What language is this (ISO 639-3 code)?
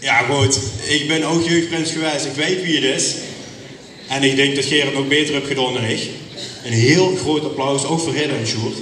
lim